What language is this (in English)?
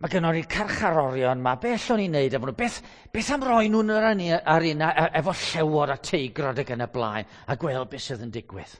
Welsh